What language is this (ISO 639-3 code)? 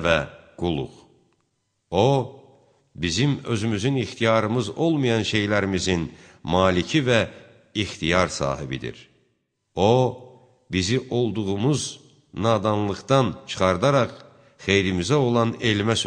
aze